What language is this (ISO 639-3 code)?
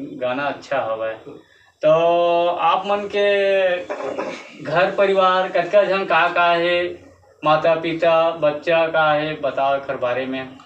hne